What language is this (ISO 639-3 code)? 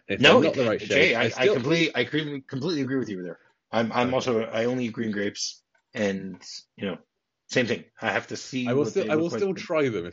eng